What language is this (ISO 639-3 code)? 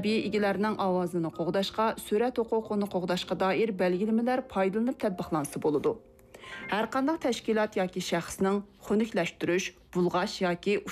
uig